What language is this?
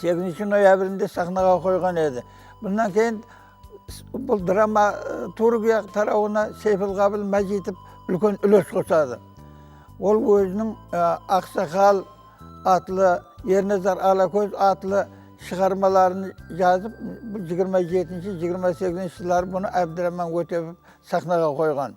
Kara-Kalpak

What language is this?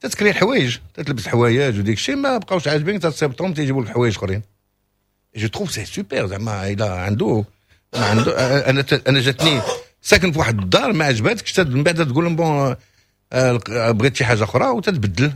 Moroccan Arabic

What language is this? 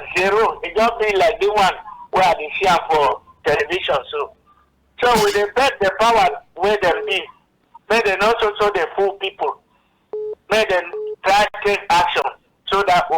Cameroon Pidgin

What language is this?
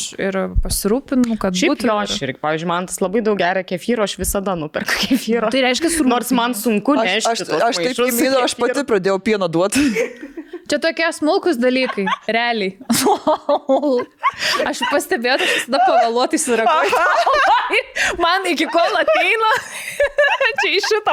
Lithuanian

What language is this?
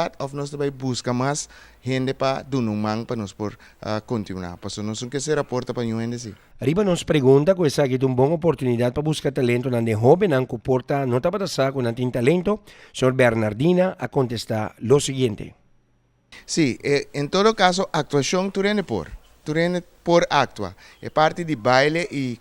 Papiamento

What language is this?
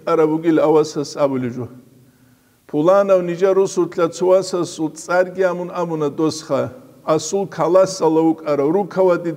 Avaric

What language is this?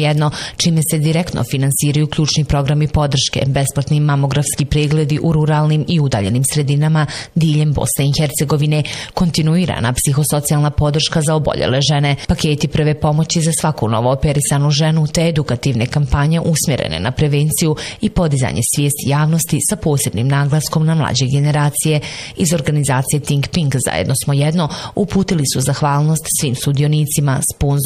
Bosnian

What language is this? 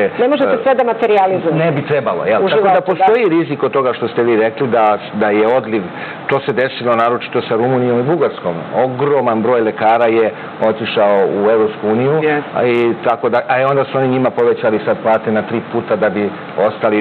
Serbian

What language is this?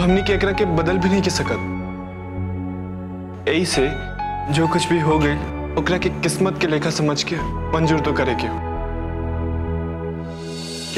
Bhojpuri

